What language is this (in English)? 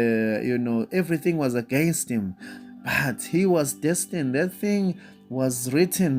Zulu